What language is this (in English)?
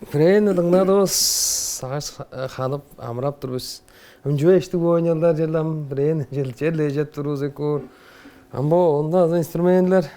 Tuvinian